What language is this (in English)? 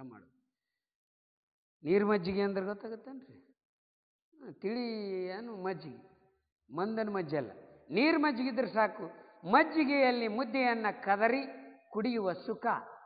Kannada